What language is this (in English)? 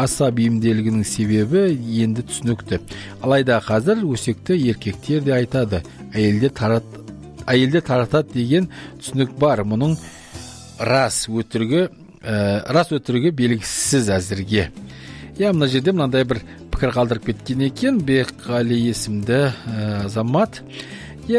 Kazakh